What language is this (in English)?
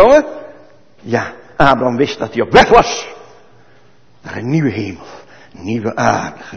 Dutch